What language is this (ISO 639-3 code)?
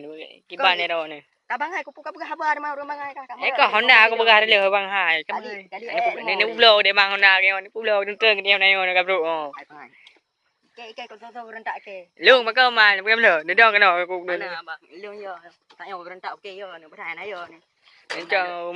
ace